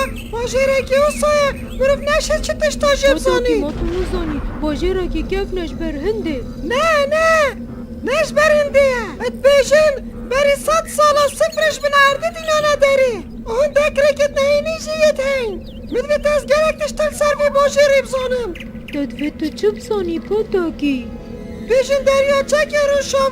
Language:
Kurdish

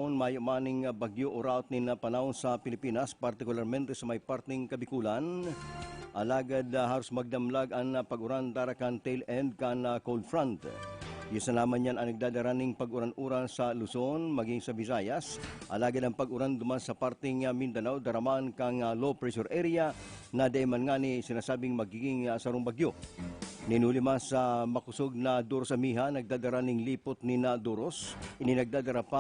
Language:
Bikol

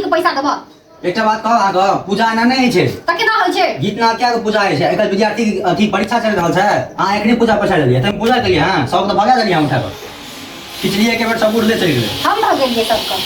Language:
Maithili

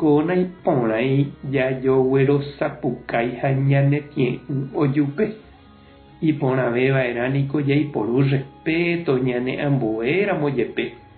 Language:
Guarani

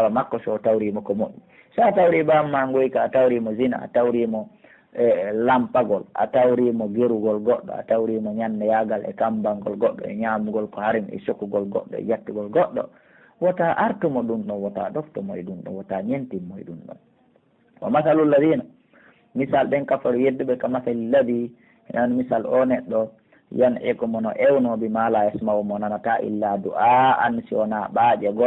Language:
Pular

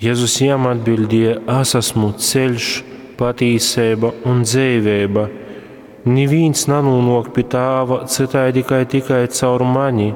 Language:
Latgalian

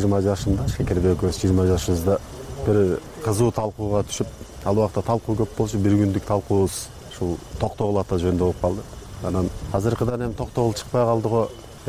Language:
Kyrgyz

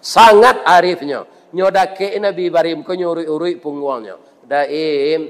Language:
Minangkabau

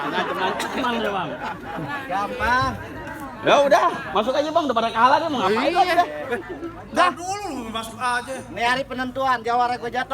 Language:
Betawi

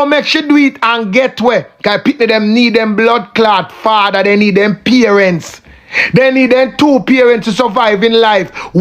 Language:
Jamaican Creole English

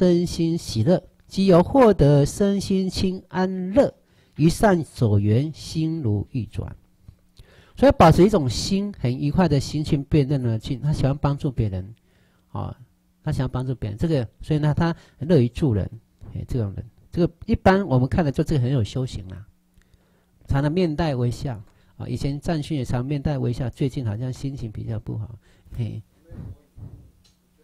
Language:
Chinese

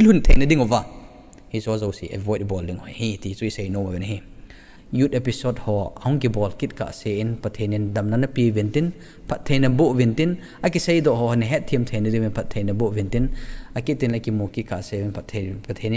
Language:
Thado Chin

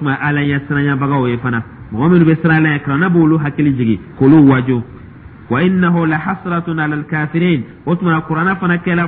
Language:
Dyula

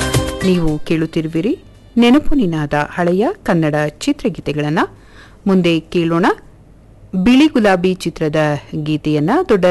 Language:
Kannada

